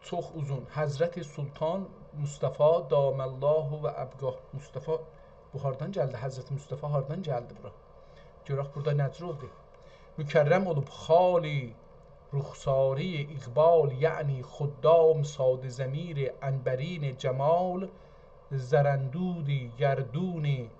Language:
South Azerbaijani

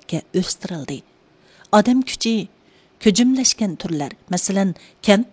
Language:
Uyghur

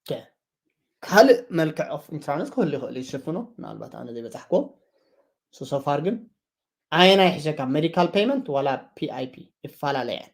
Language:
Tigrinya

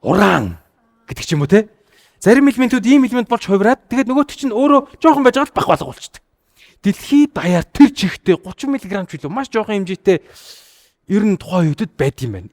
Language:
Mongolian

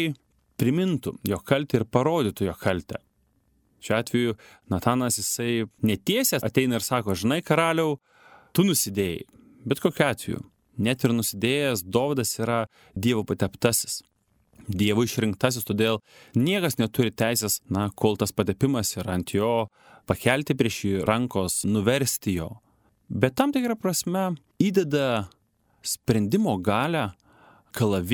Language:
Lithuanian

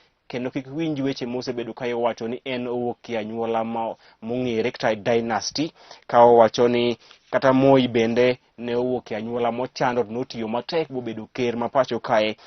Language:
Luo (Kenya and Tanzania)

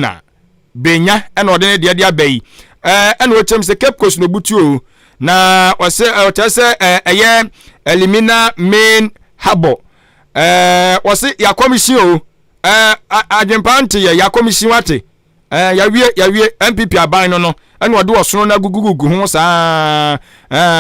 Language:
Akan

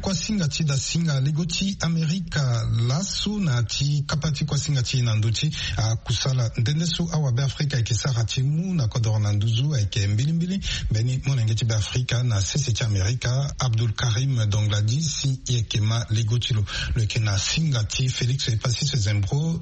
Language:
Sango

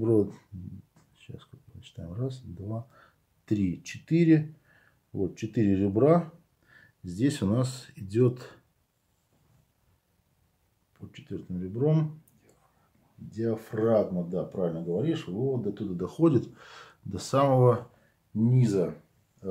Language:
Russian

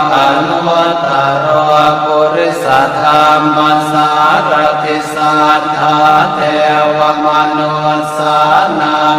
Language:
Pali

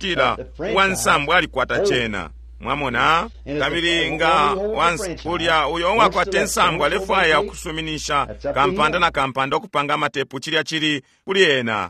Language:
Bemba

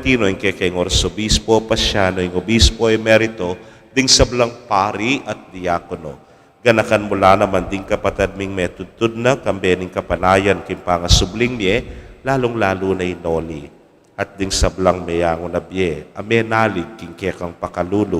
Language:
Pampanga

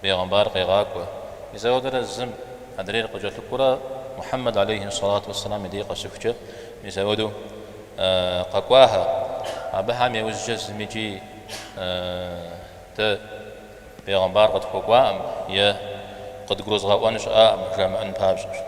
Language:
Kabardian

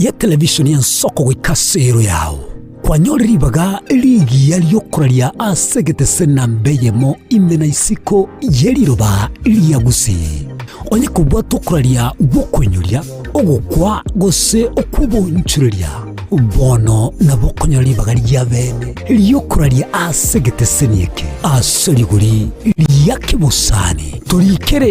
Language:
Gusii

